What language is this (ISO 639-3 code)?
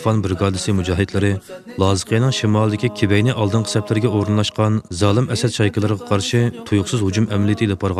uig